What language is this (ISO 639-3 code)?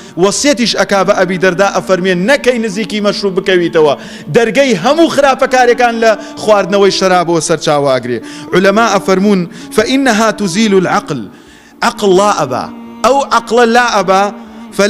ckb